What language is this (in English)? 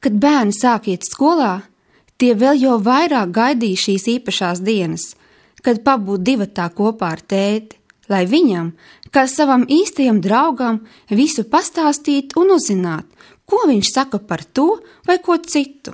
Latvian